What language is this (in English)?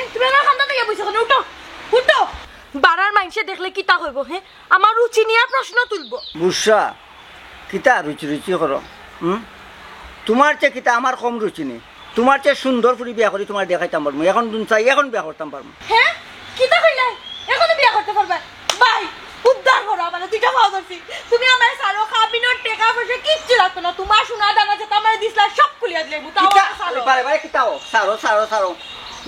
Sylheti